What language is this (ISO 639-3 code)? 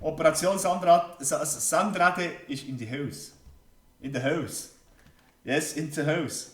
gsw